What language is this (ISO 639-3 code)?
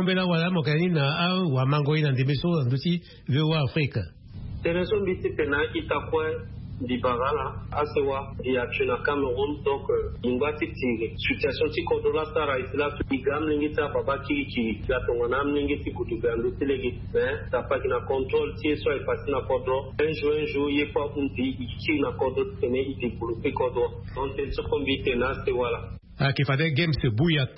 sag